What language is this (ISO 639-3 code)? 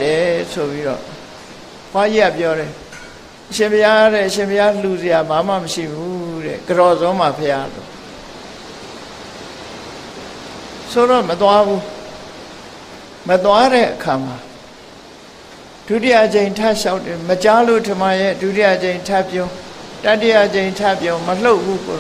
mya